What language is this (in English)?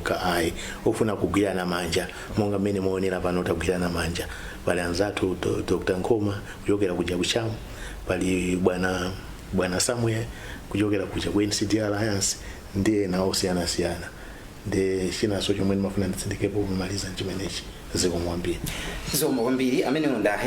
Nyanja